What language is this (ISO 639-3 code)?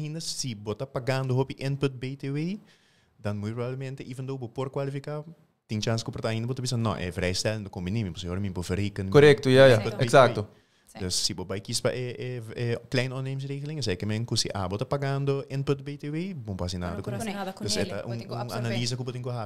pap